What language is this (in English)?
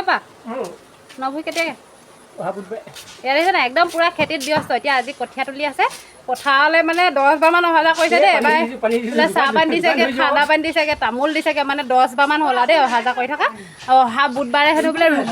Assamese